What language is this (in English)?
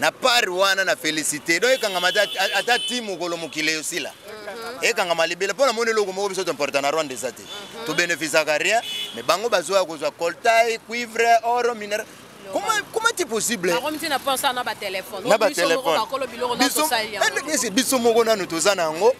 Lingala